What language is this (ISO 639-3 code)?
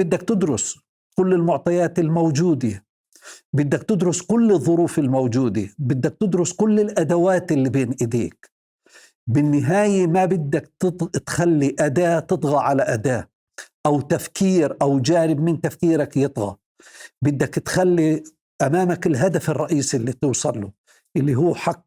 apc